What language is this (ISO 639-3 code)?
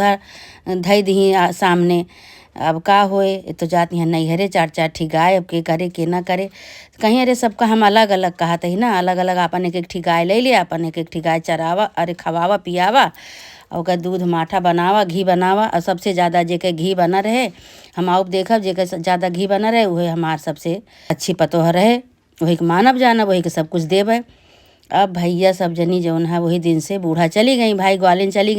awa